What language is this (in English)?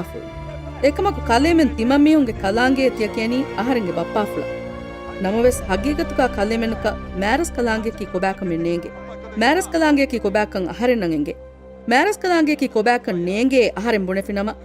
Divehi